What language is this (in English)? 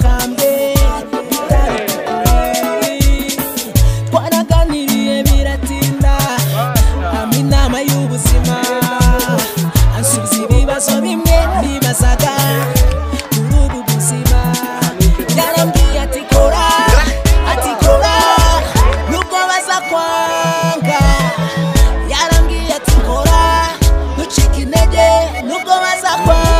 Kinyarwanda